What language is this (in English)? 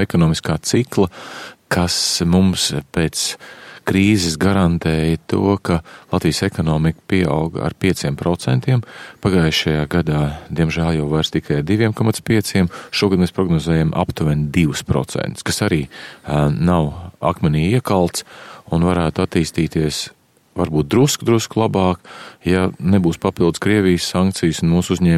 Latvian